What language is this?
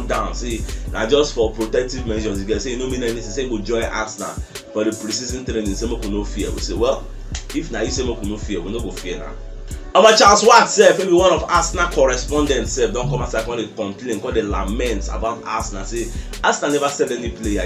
Nigerian Pidgin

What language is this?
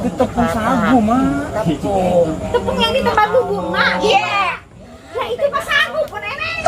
Betawi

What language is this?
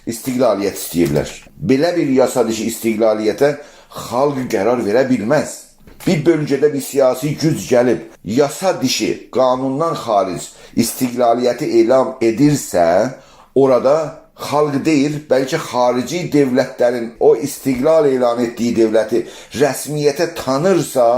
South Azerbaijani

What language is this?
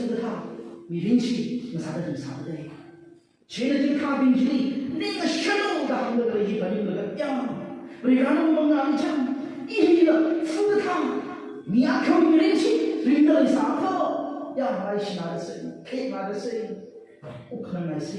Tangkhul Naga (India)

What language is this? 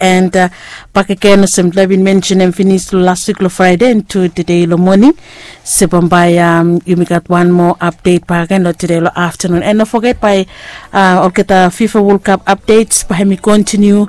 Bislama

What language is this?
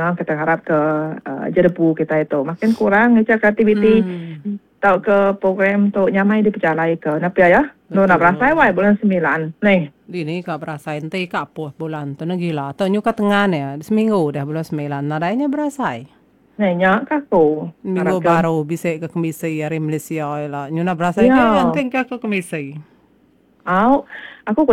Iban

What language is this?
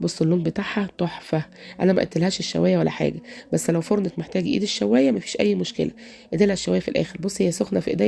Egyptian Arabic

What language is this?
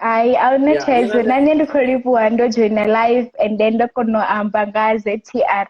Venda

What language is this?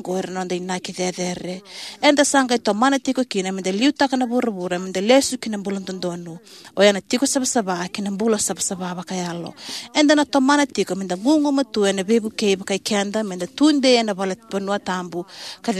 Fijian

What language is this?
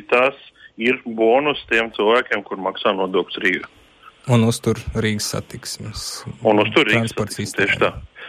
Latvian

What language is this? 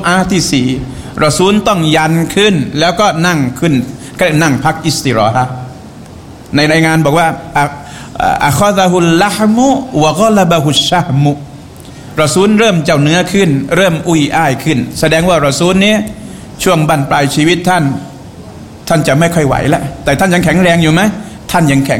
Thai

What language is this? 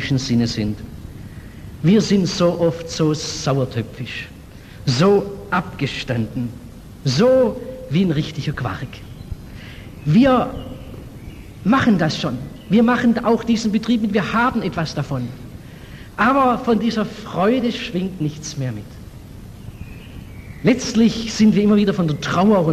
German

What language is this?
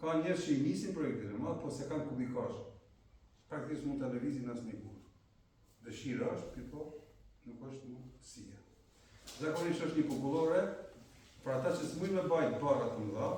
Albanian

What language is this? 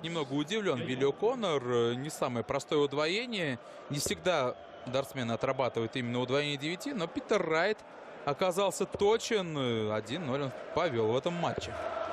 Russian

